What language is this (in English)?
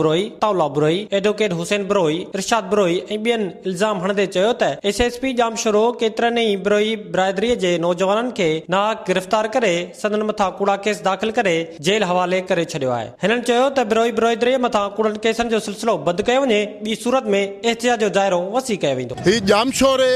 Sindhi